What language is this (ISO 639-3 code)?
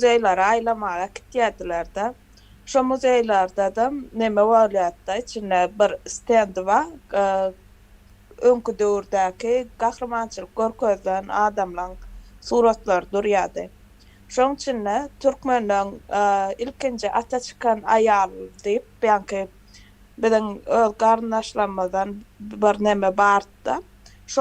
tuk